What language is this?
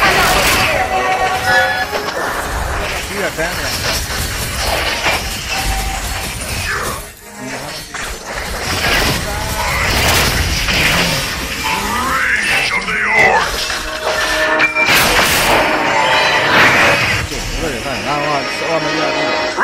English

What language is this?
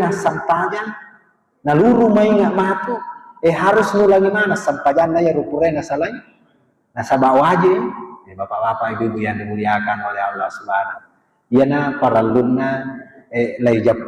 Buginese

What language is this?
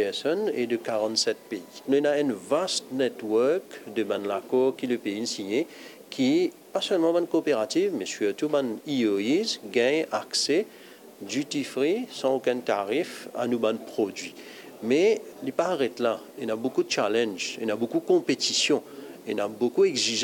Morisyen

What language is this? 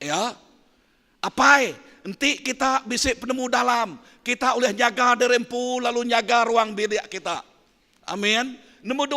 Iban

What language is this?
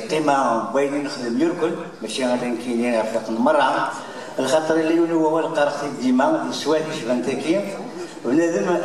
Kabyle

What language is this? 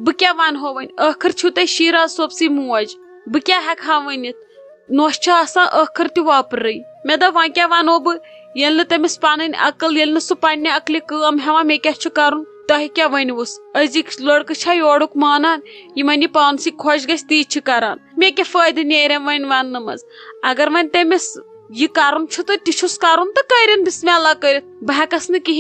Kashmiri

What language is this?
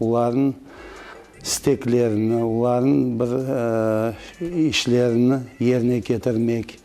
Crimean Tatar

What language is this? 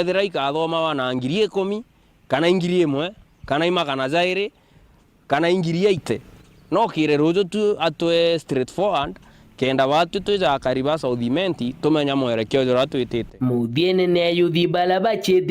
Meru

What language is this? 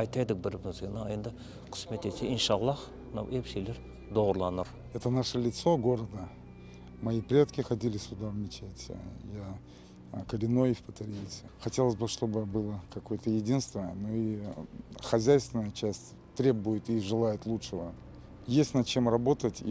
Crimean Tatar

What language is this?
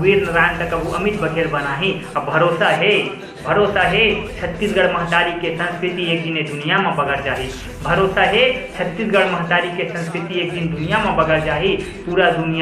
Chhattisgarhi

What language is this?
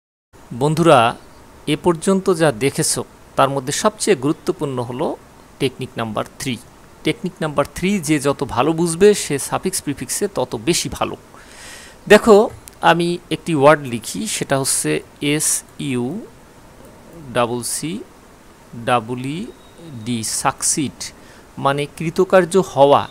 Bangla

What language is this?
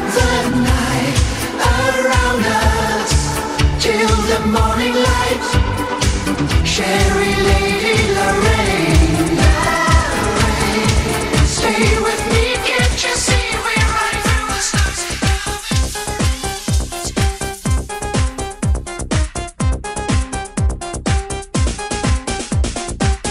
English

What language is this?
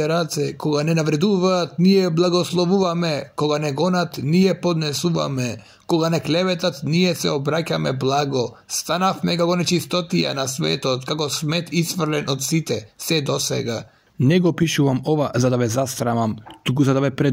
Macedonian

